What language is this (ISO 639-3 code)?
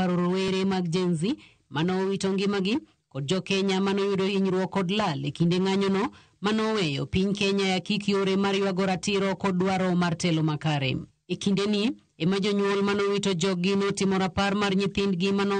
luo